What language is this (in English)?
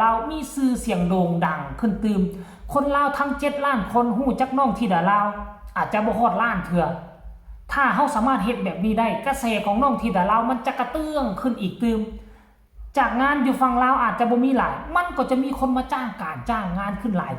Lao